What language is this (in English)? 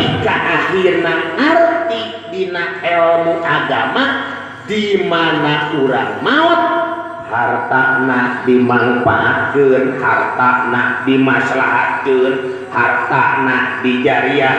Sundanese